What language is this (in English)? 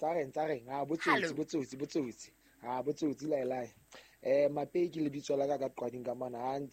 Southern Sotho